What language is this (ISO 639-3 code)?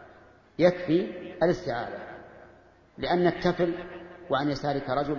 ara